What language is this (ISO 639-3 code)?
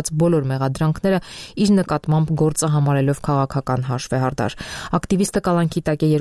hye